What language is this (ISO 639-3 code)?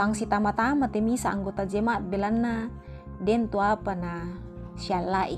sda